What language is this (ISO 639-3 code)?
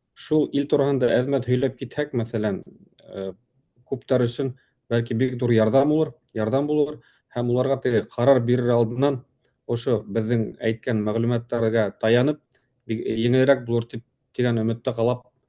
bak